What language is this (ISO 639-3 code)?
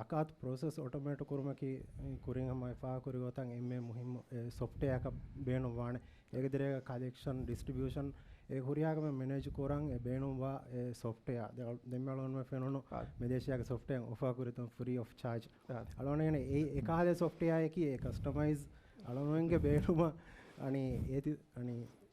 div